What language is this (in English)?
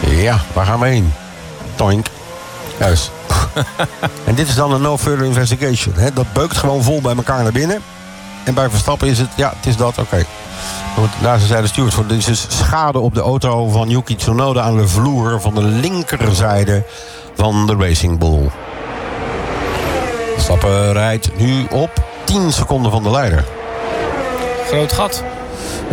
Dutch